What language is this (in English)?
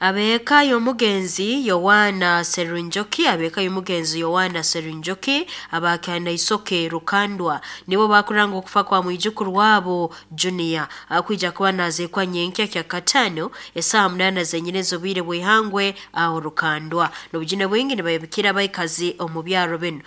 Nyankole